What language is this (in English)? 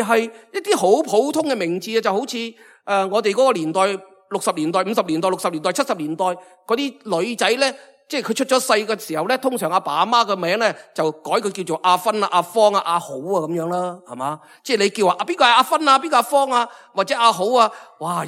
Cantonese